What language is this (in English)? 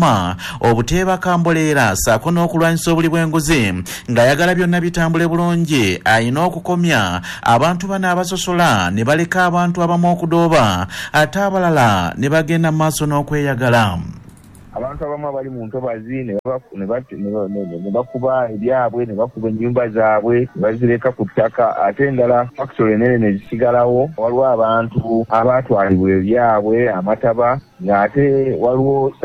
Ganda